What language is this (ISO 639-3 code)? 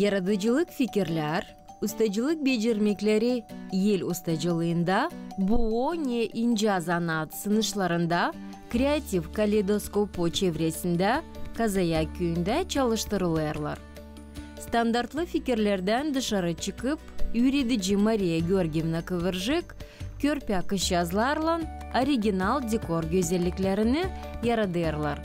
gag